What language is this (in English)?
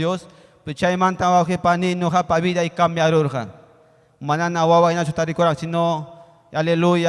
Ayacucho Quechua